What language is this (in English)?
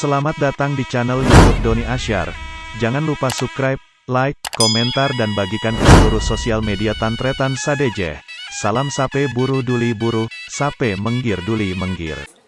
Madurese